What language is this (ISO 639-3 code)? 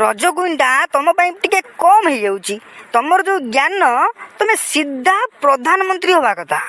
ori